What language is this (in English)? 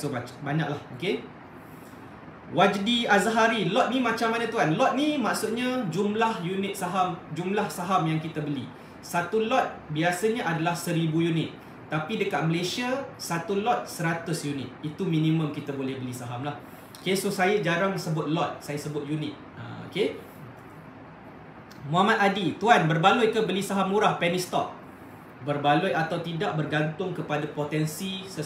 Malay